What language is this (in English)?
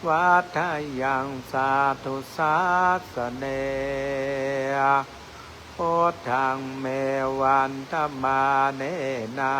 Pali